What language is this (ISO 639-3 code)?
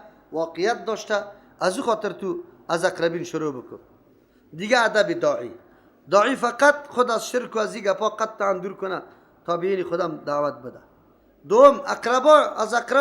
fas